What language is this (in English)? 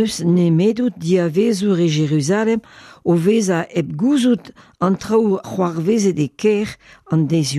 Breton